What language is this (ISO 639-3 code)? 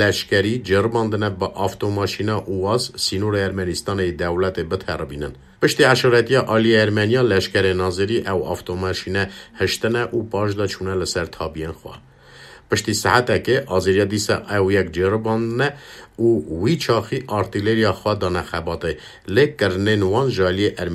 kur